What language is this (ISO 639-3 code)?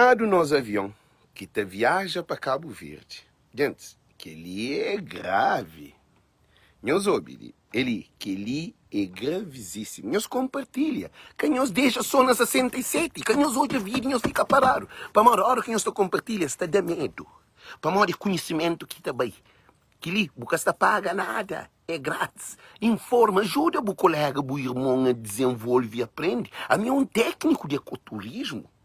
kea